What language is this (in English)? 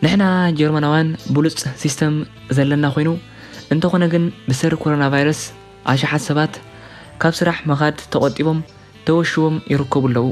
Tigrinya